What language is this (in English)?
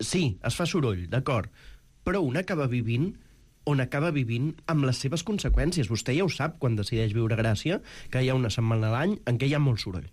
Catalan